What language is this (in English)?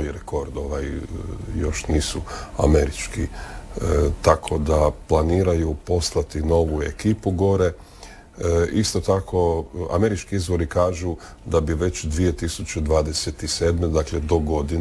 Croatian